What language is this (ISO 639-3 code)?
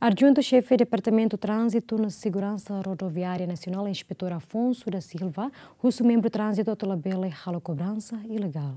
tet